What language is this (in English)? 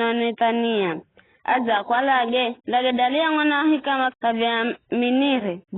Giryama